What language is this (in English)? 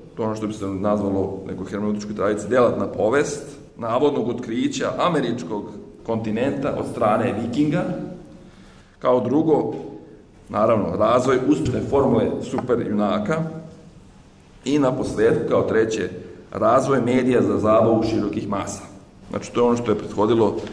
Serbian